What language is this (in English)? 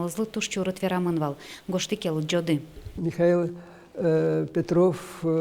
Udmurt